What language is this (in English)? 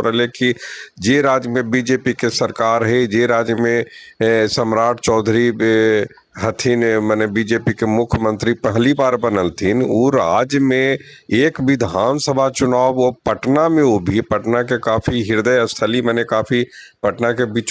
Magahi